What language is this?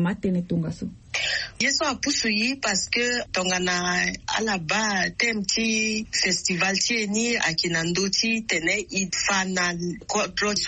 Sango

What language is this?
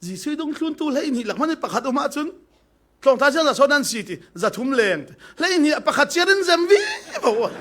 Falam Chin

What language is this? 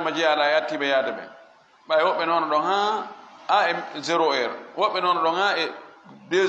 Fula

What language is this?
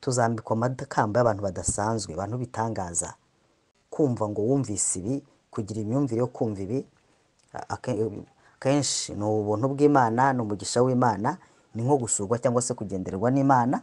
Kinyarwanda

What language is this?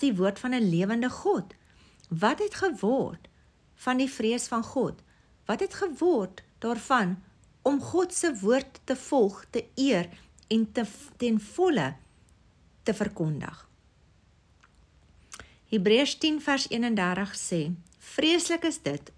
Afrikaans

